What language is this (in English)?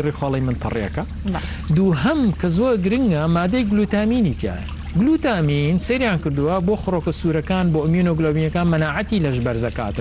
Central Kurdish